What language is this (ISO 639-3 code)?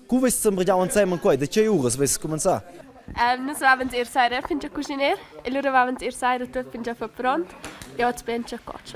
roh